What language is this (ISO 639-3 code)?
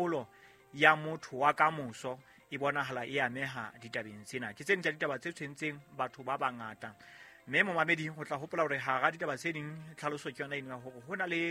sot